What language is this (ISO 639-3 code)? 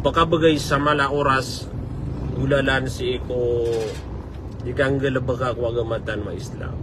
mrw